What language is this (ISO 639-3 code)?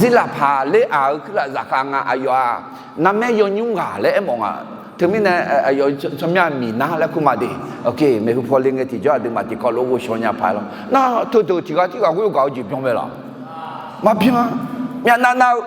ahk